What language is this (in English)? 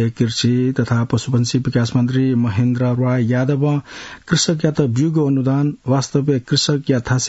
Newari